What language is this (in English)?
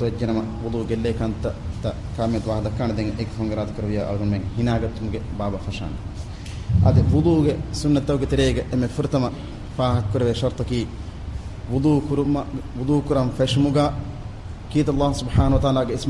Divehi